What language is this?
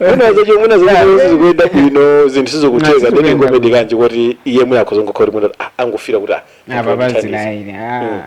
Nyanja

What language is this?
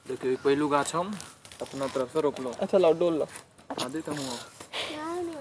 Maithili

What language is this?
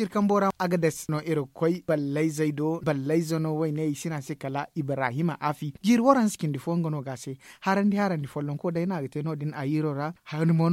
Zarma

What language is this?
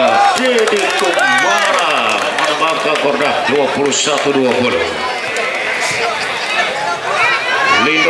Indonesian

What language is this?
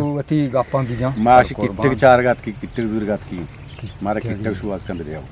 Eastern Balochi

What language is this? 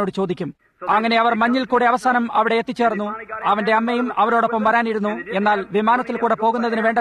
Malayalam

